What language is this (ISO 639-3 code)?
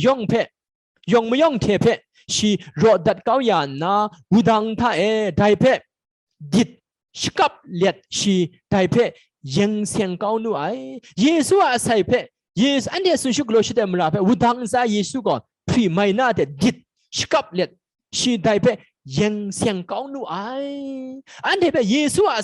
kac